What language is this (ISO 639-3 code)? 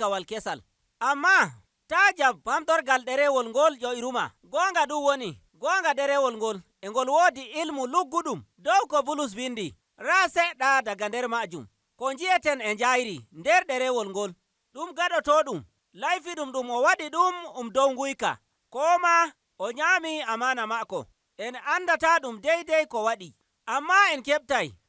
fuv